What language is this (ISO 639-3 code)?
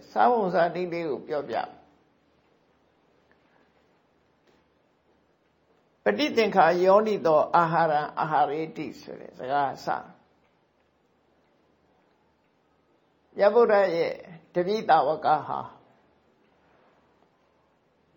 mya